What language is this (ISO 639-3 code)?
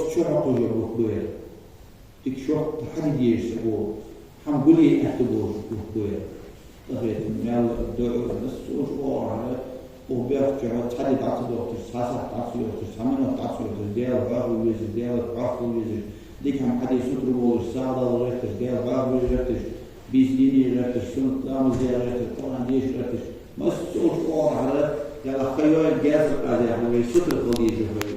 inh